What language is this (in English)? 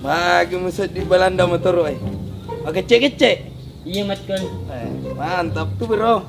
Buginese